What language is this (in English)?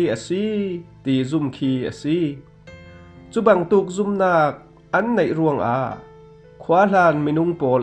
Falam Chin